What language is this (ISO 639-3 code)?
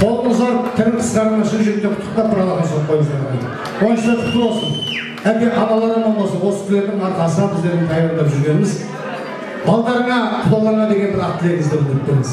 kaa